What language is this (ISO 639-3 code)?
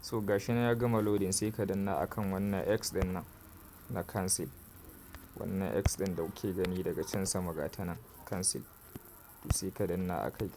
hau